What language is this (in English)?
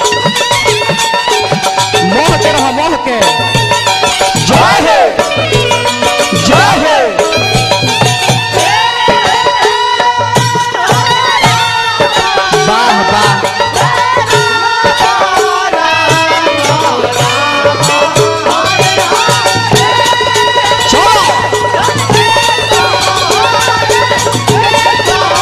Bhojpuri